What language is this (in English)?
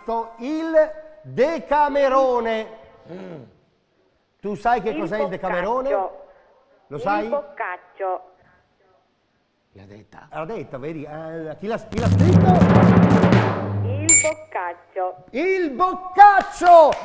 Italian